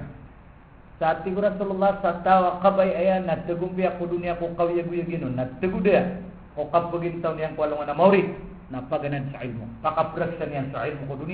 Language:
Maranao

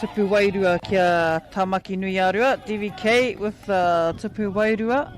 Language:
Māori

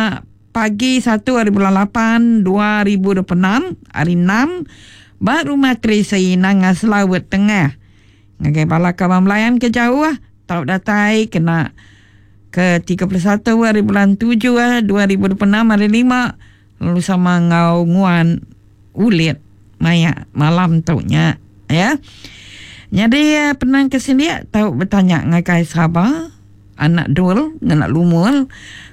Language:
Iban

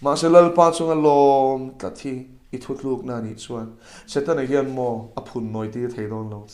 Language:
Mizo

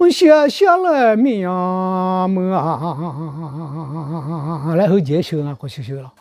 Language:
Akha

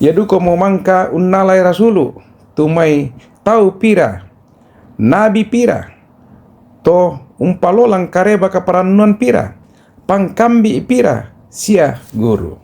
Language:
Toraja-Sa'dan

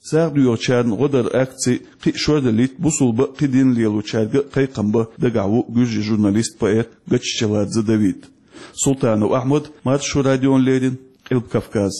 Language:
Chechen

